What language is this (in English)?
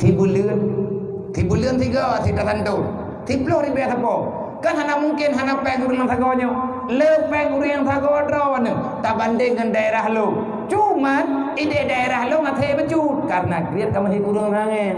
Achinese